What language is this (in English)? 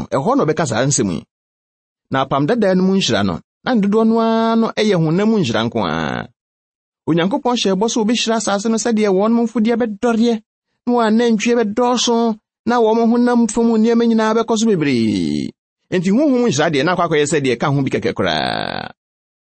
Akan